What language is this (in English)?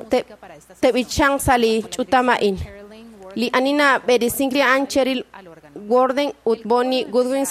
Kekchí